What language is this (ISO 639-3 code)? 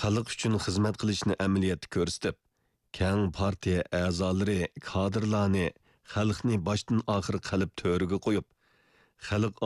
uig